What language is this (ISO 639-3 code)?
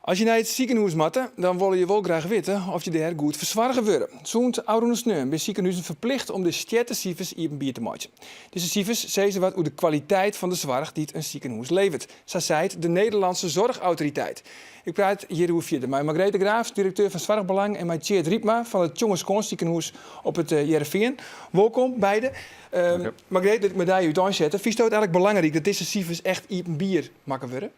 fry